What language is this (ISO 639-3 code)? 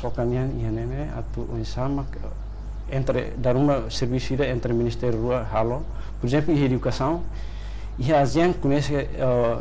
tet